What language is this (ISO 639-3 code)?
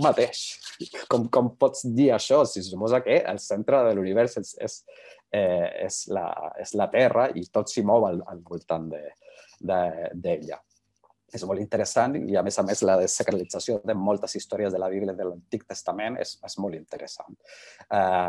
cat